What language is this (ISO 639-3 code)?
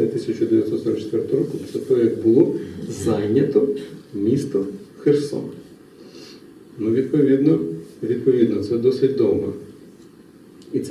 ukr